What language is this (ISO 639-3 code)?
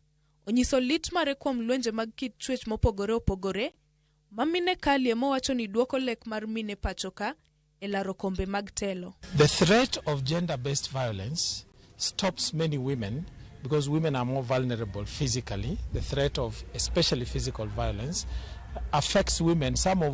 luo